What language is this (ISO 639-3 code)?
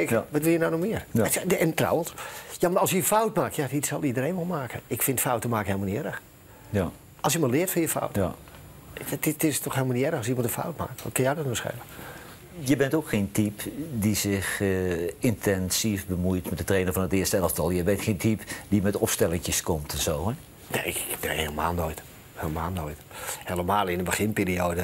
nld